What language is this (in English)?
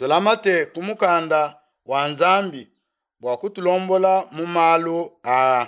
Luba-Lulua